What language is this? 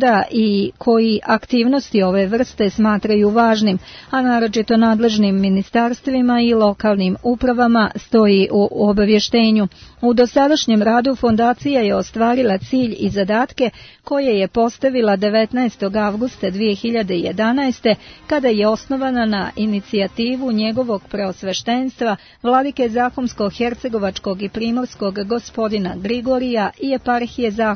Serbian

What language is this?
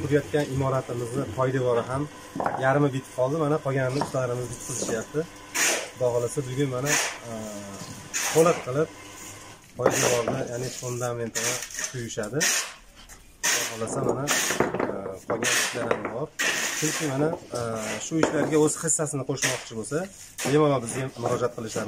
Uzbek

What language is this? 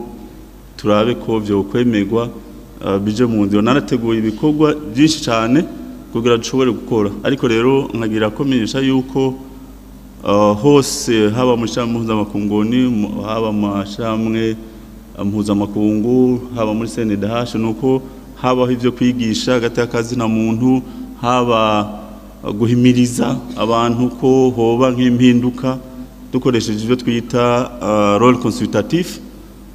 Rundi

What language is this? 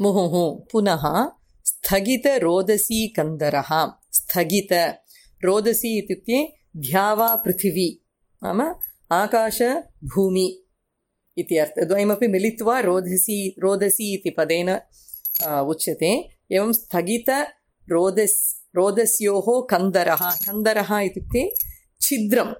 Sanskrit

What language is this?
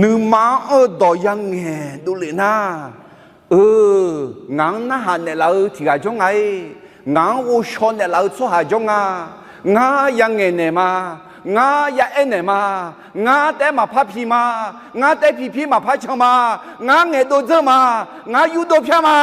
Akha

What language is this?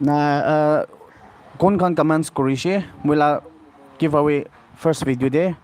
Naga Pidgin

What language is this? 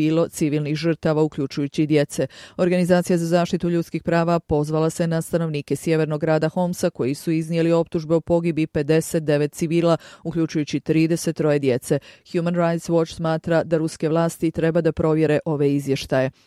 Serbian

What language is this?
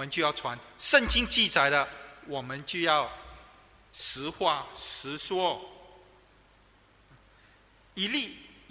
Chinese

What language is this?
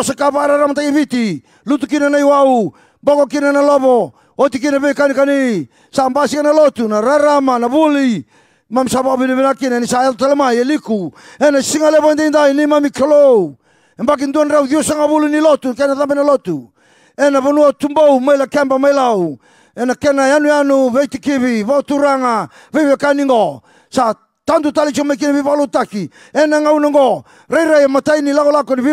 Fijian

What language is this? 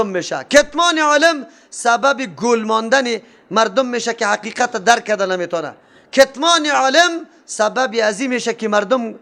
Persian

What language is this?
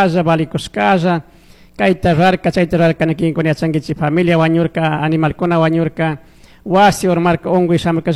Chimborazo Highland Quichua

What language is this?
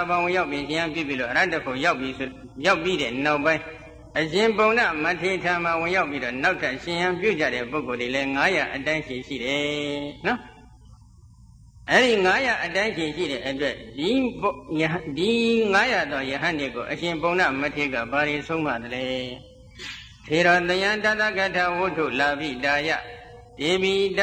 Burmese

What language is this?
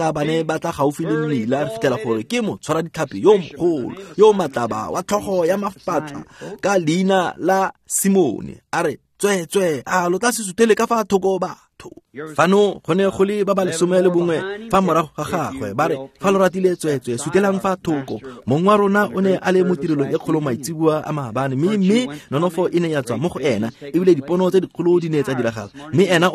Tswana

